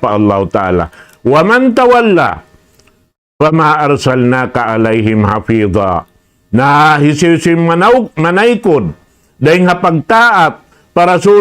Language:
Tausug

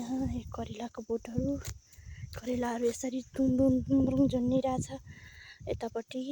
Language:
Nepali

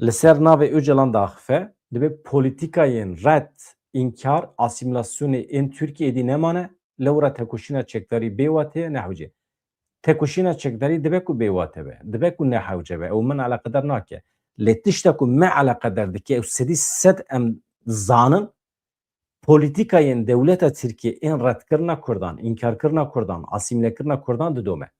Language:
Kurdish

